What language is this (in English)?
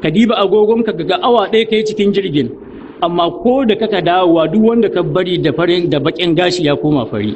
Hausa